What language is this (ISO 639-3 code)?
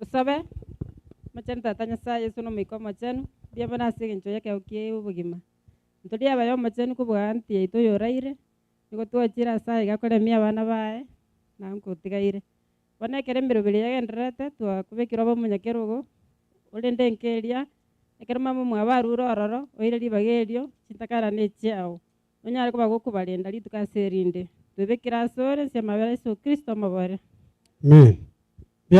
guz